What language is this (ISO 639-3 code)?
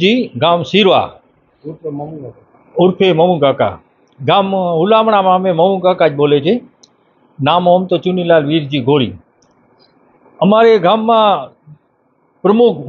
guj